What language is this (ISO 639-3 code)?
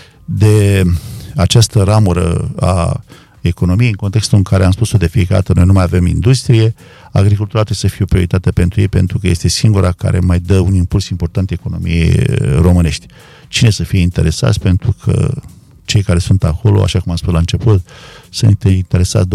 ron